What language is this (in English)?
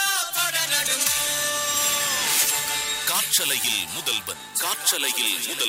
Tamil